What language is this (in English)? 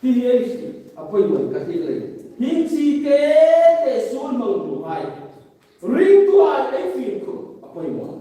Hmar